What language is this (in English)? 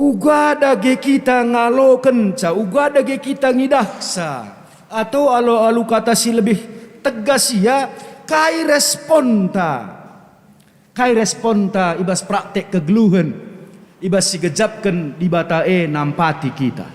Batak Karo